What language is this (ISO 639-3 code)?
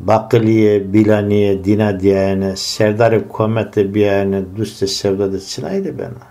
zza